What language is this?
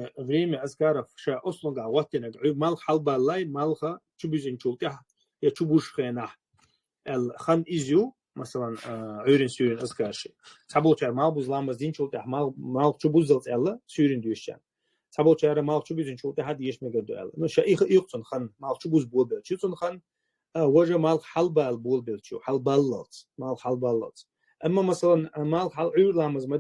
Chechen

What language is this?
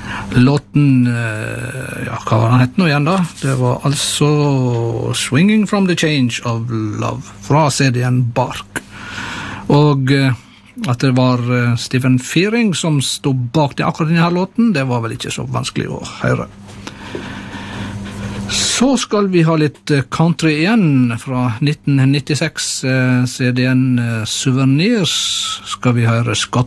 Norwegian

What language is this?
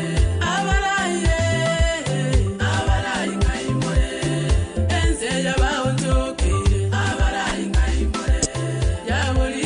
Gusii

